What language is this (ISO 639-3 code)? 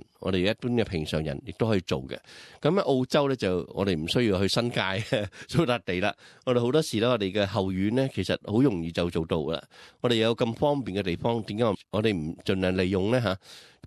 yue